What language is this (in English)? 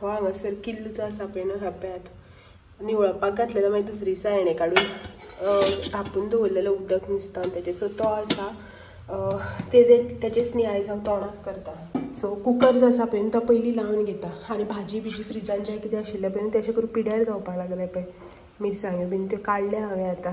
Konkani